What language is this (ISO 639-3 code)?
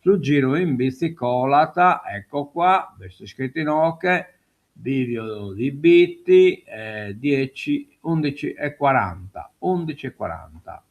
srd